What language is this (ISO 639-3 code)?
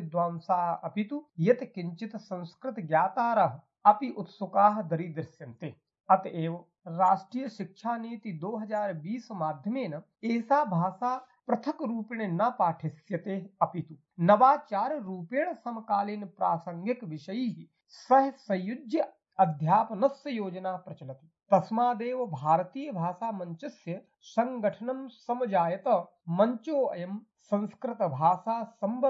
san